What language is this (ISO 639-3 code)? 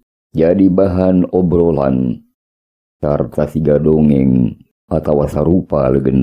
sun